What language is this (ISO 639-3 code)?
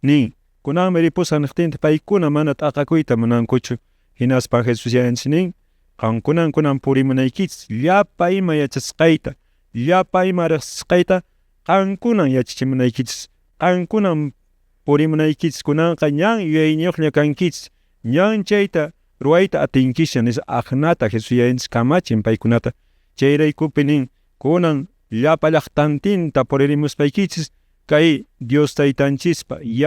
que